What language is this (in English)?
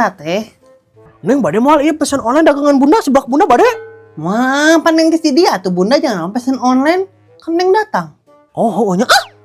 Sundanese